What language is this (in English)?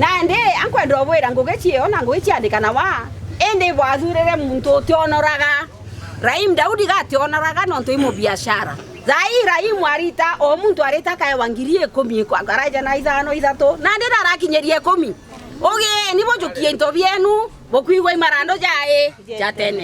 Meru